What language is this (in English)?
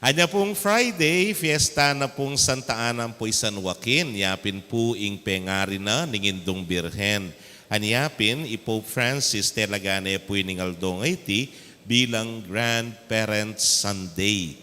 Pampanga